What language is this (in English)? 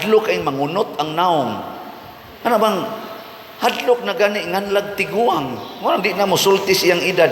Cebuano